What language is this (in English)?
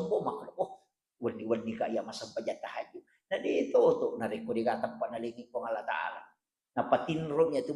Buginese